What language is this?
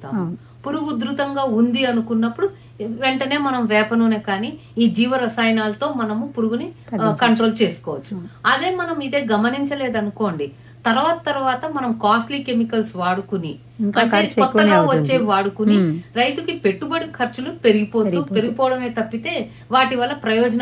Telugu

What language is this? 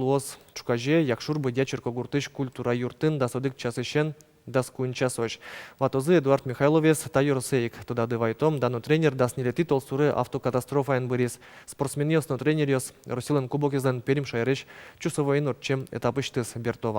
Udmurt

